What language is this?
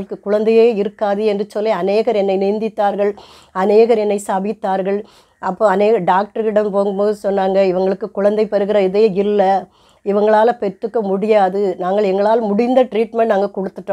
Tamil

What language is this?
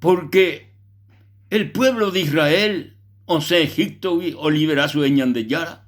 Guarani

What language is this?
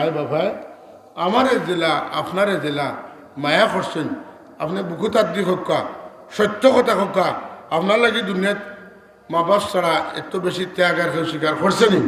Sylheti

